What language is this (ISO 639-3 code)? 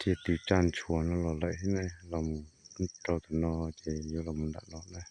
hmn